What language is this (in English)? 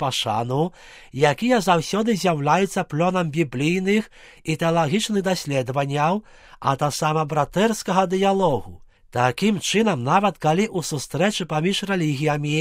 Belarusian